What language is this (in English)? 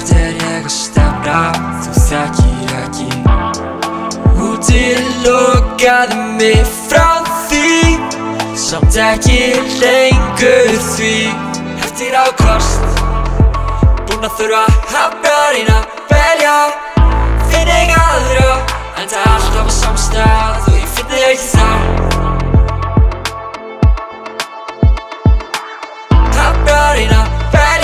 Icelandic